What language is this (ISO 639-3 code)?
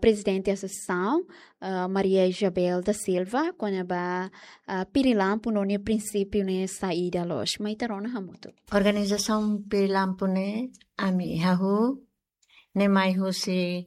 tet